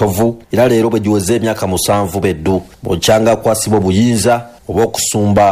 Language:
Ganda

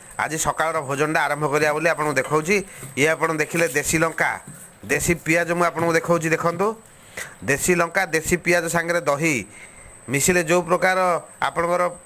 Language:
Odia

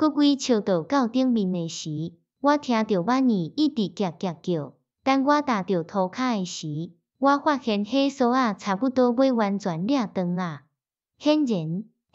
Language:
Min Nan Chinese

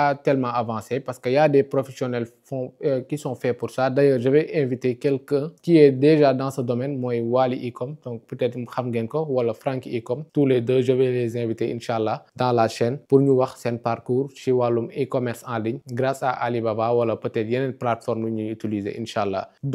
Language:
Wolof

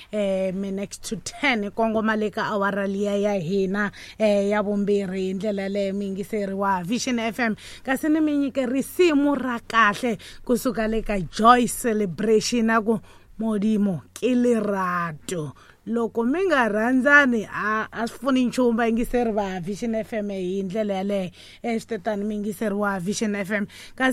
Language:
Tsonga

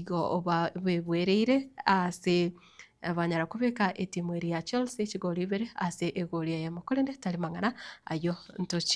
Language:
Gusii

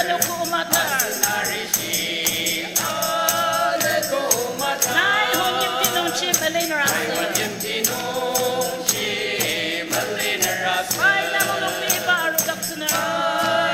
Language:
Ao Naga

